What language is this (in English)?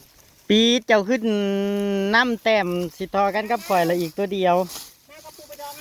Northeastern Thai